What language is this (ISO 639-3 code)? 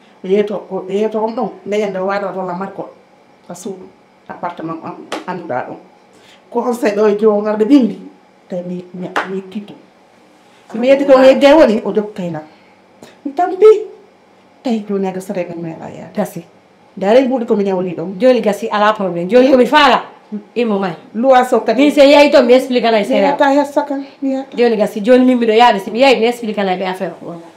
ful